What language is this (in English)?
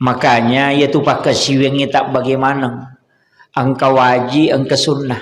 Buginese